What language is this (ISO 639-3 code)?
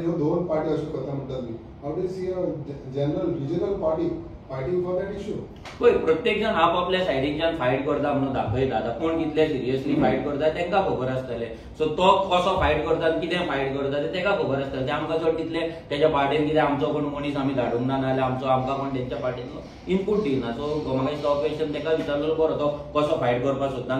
kok